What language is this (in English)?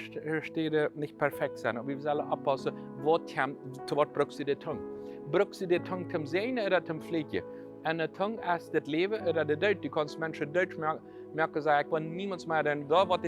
Plautdietsch